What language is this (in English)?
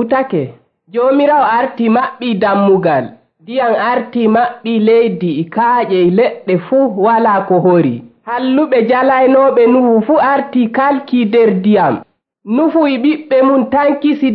Nigerian Fulfulde